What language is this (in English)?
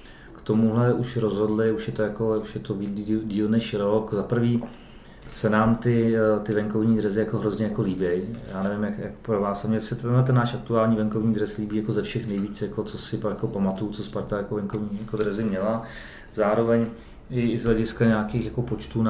Czech